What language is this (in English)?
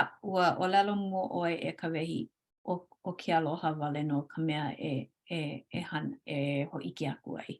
Hawaiian